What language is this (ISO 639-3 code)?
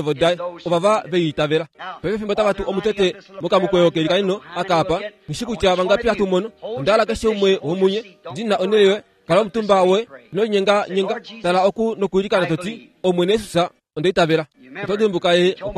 kua